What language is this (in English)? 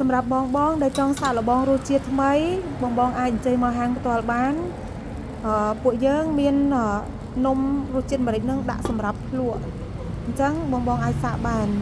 Khmer